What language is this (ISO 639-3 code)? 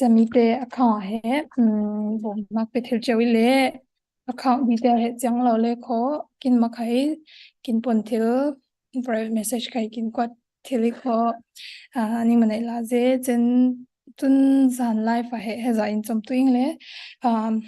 cfm